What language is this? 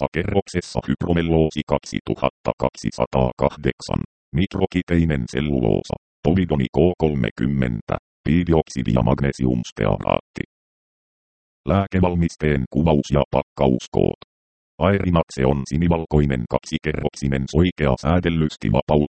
Finnish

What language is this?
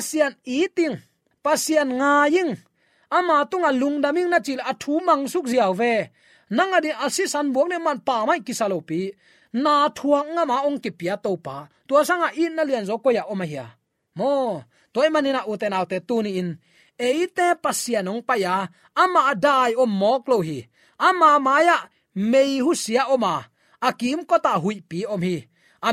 Tedim Chin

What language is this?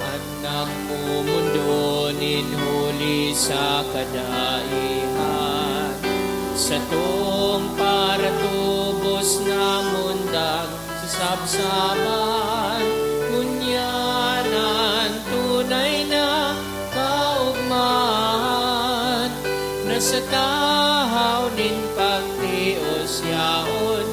Bikol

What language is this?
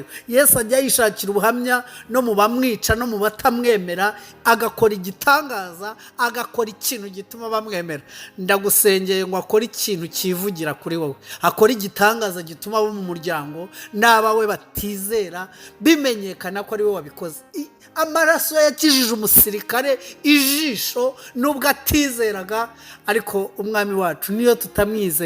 Kinyarwanda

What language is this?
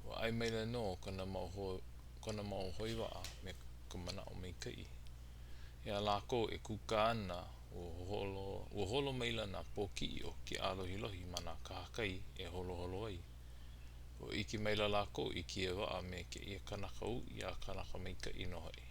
Hawaiian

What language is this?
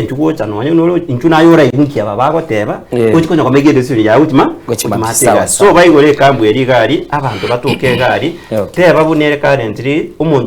Gusii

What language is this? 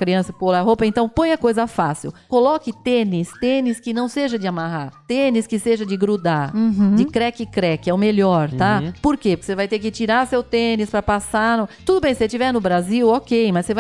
Portuguese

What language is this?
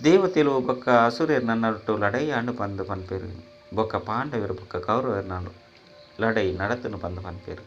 Tulu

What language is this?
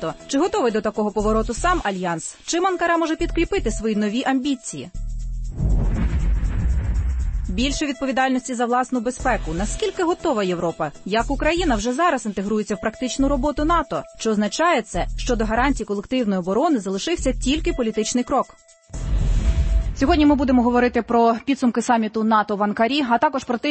Ukrainian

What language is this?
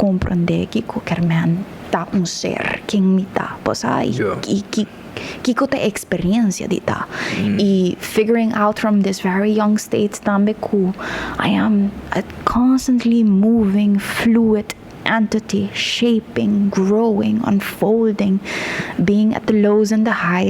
Papiamento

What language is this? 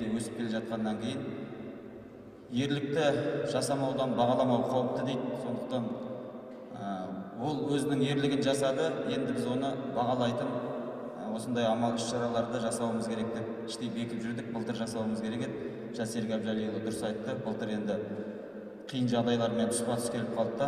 Kazakh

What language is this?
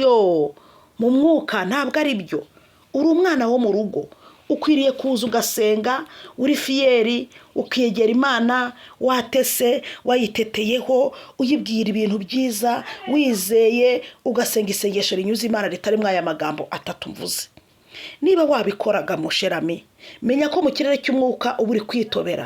Kinyarwanda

